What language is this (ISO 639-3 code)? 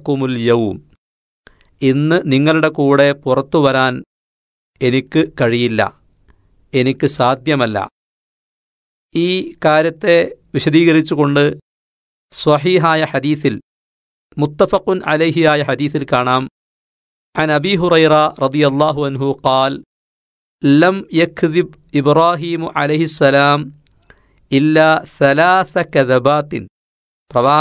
mal